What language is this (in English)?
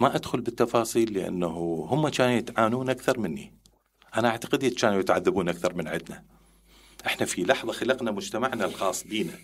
Mesopotamian Arabic